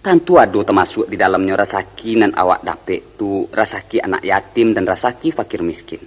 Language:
Minangkabau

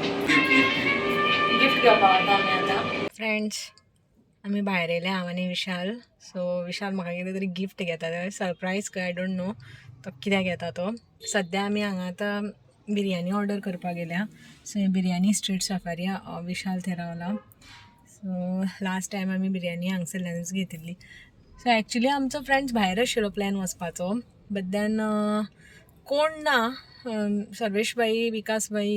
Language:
Konkani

